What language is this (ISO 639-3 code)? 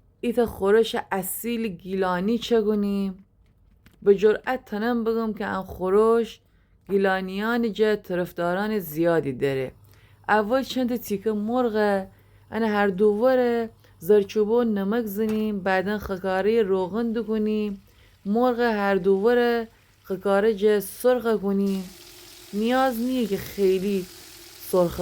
glk